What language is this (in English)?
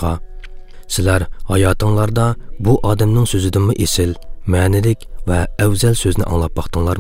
Uyghur